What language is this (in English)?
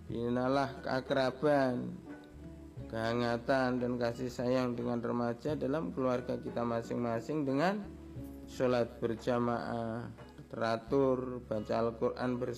Indonesian